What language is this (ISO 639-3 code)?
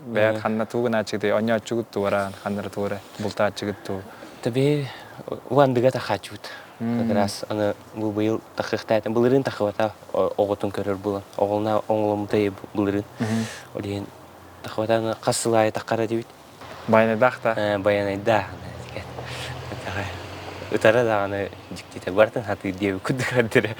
sah